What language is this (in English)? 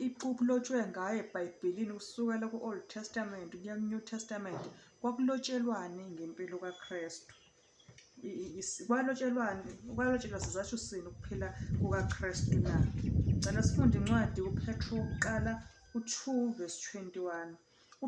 Zulu